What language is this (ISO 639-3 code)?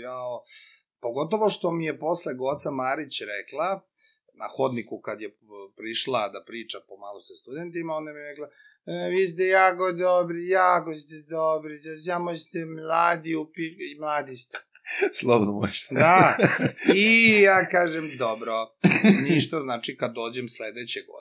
srp